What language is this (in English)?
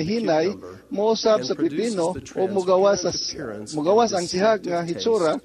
Cebuano